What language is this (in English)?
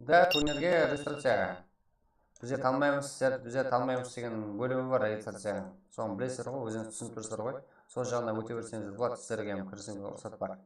Kara-Kalpak